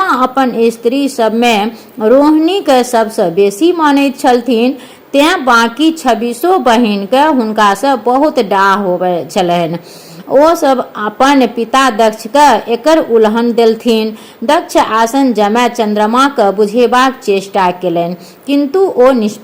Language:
Maithili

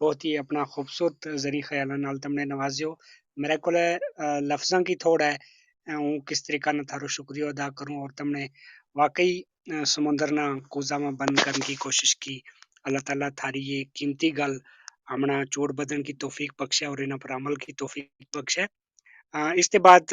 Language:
Gujari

